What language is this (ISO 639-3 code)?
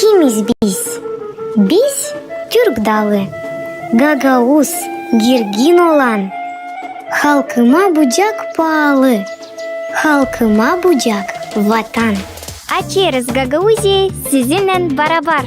gag